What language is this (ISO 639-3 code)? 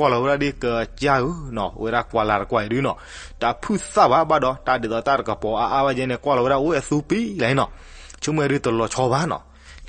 ksw